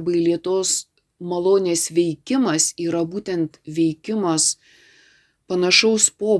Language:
Lithuanian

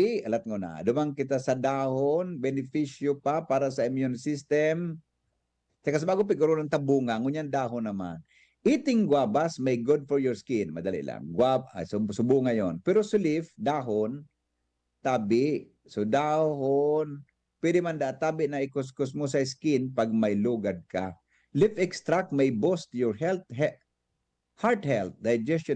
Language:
Bikol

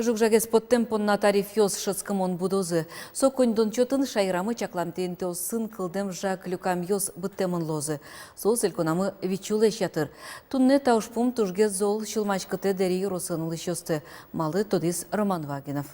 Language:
Udmurt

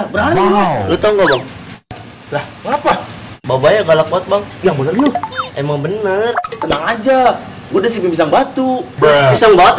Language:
Betawi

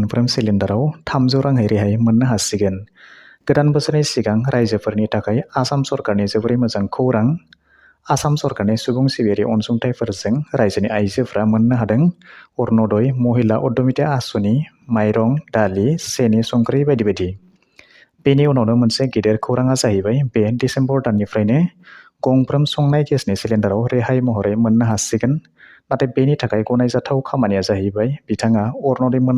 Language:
Bodo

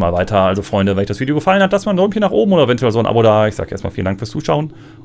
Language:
German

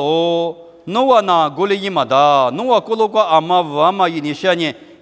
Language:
Lisu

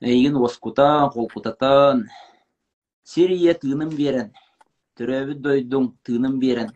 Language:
Yakut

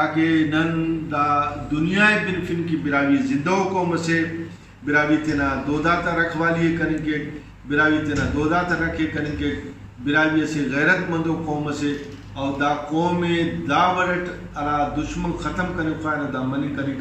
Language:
Brahui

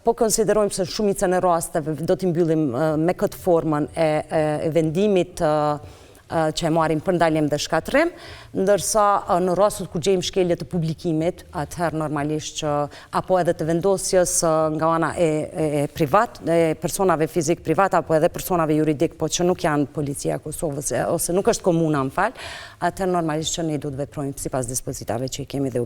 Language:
Albanian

